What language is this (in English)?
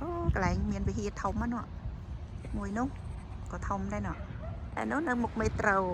Khmer